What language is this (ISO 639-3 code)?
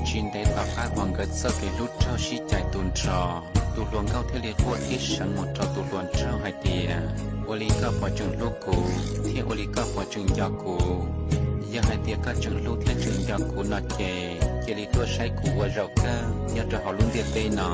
hmn